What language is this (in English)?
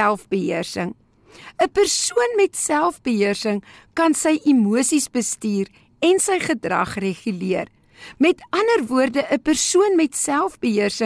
Afrikaans